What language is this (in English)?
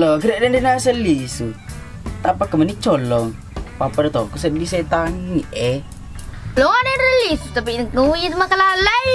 Buginese